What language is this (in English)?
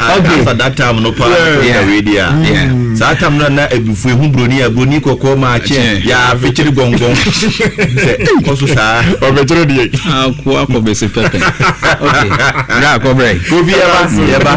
Akan